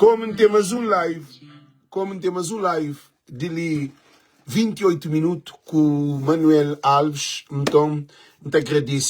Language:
Kabuverdianu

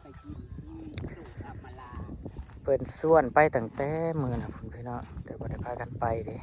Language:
Northeastern Thai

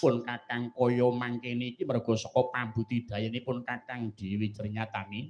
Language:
Javanese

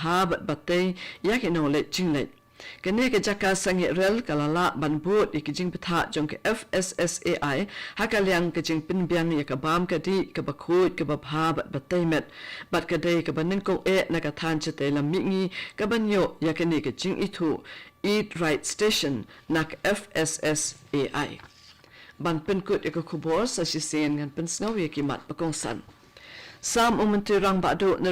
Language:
Khasi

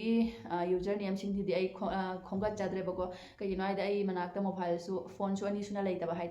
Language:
Manipuri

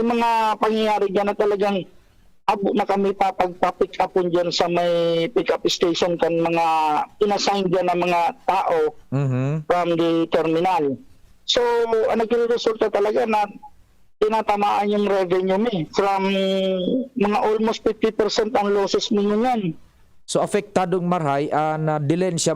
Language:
Bikol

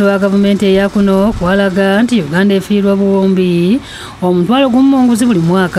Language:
Ganda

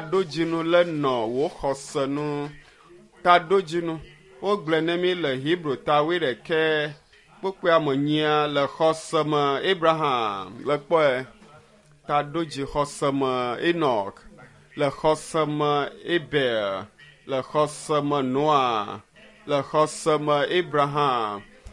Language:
Ewe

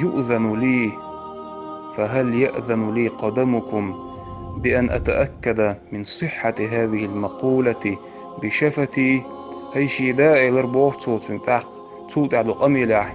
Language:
Chechen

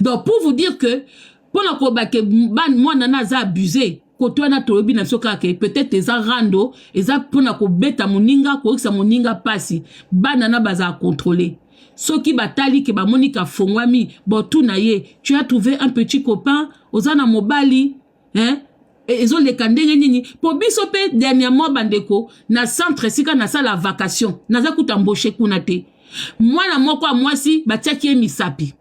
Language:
Lingala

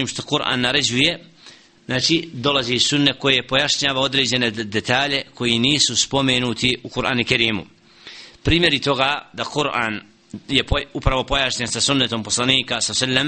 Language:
Bosnian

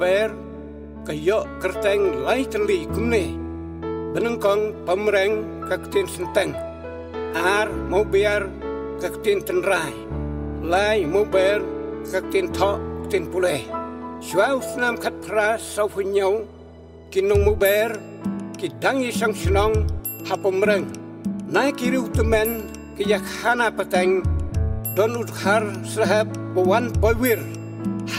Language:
Khasi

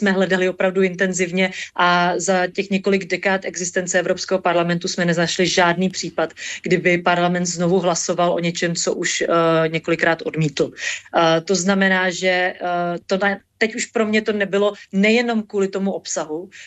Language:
Czech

